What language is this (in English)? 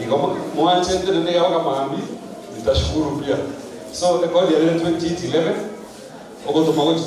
Gusii